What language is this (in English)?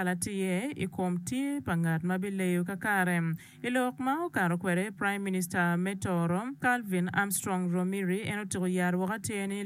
Acoli